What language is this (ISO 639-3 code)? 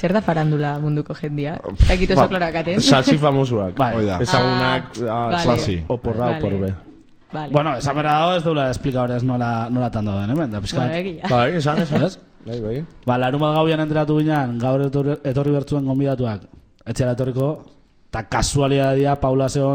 eus